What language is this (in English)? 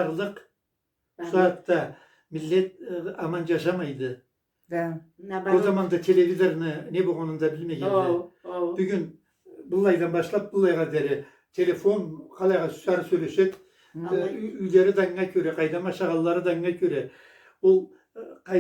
Karachay-Balkar